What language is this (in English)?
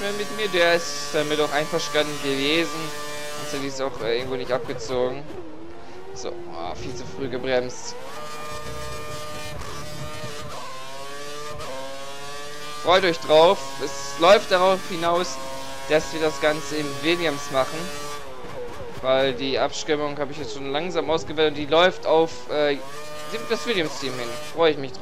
German